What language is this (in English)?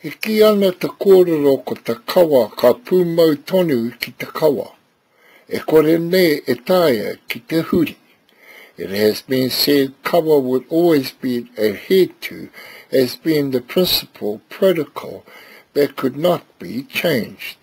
Māori